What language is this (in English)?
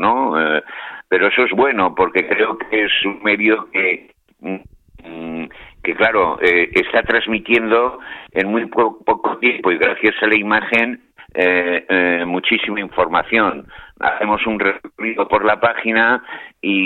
Spanish